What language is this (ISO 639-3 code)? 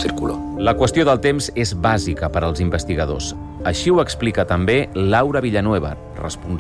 cat